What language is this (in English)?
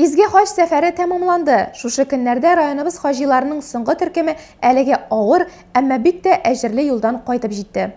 Tatar